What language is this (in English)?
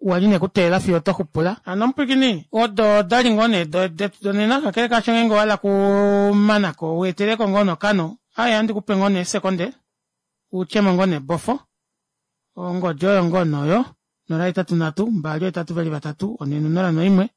Kuanyama